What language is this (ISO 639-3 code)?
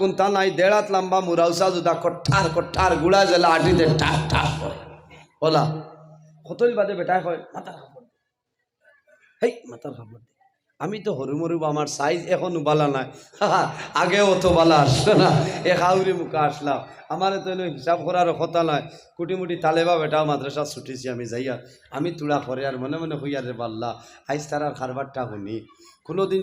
syl